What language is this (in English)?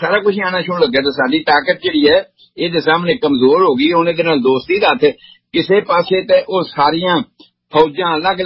Punjabi